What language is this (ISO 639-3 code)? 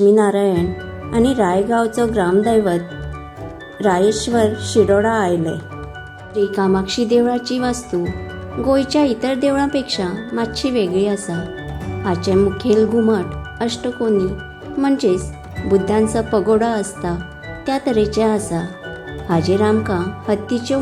kok